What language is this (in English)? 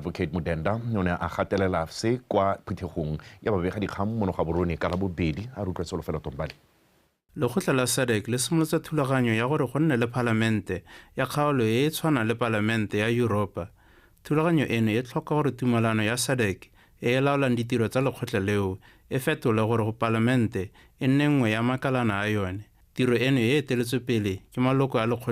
Tswana